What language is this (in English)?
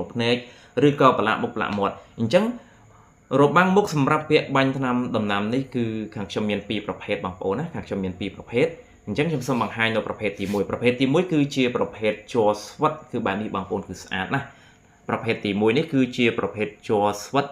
Khmer